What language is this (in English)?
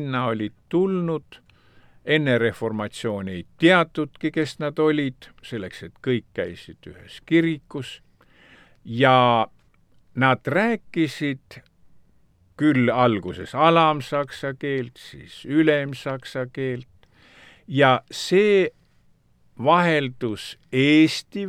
Estonian